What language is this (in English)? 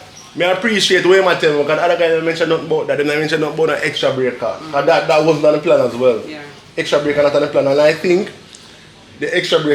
Jamaican Creole English